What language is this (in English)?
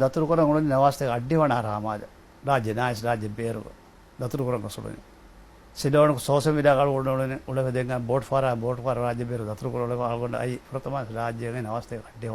Divehi